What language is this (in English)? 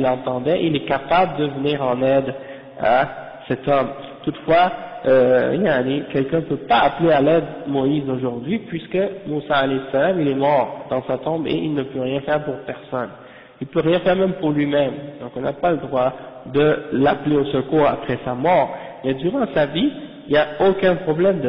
French